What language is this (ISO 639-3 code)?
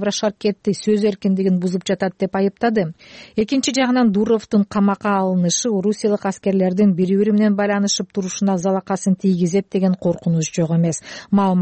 kir